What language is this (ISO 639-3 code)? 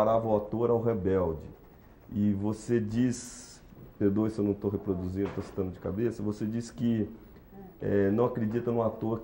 por